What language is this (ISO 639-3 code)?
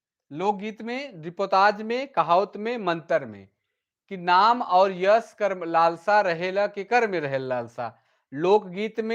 sck